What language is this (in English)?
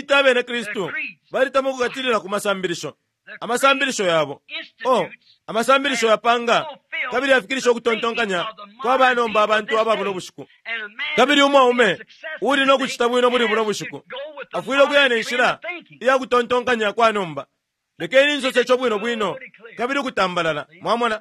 Bemba